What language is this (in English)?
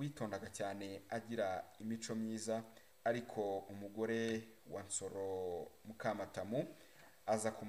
Kinyarwanda